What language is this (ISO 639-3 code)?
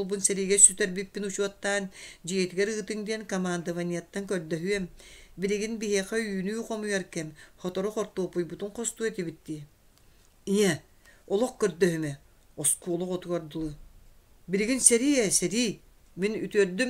sah